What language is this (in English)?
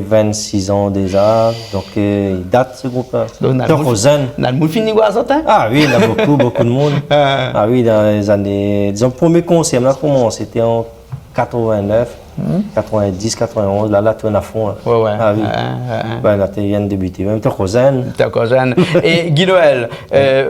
Réunion Creole French